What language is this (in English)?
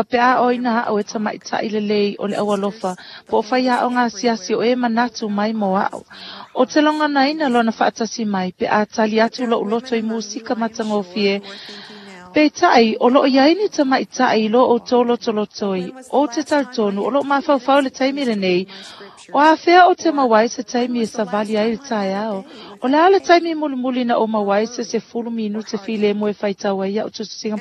Samoan